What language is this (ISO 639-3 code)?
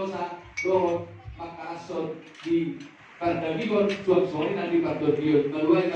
bbc